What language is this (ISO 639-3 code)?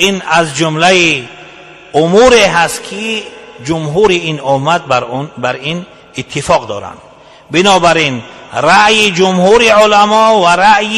tgk